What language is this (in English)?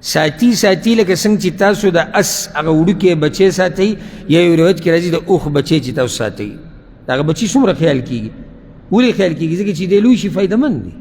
Pashto